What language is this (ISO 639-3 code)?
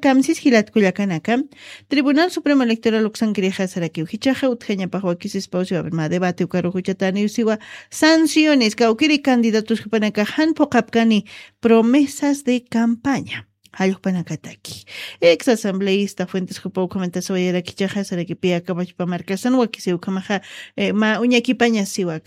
aym